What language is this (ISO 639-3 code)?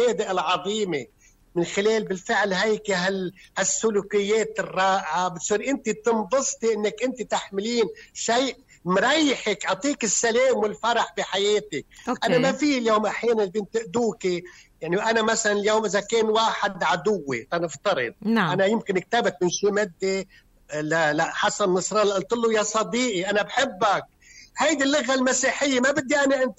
apc